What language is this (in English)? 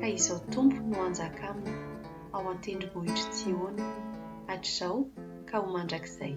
Malagasy